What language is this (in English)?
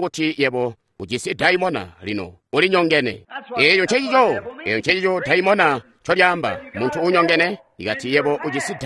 Tonga (Zambia)